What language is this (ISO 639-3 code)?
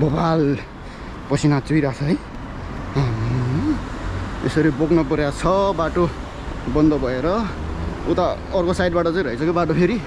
nep